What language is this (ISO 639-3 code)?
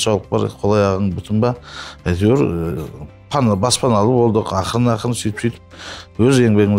kaz